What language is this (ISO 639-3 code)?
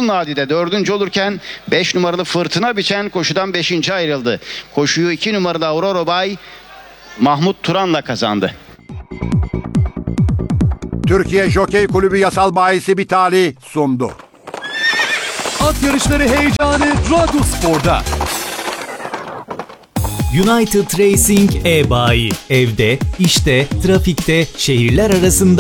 tur